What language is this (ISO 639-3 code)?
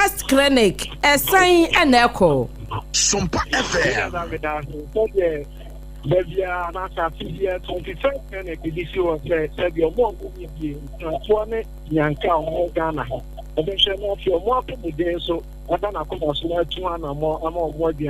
aka